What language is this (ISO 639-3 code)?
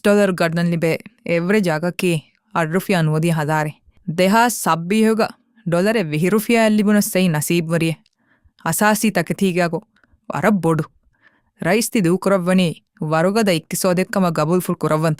div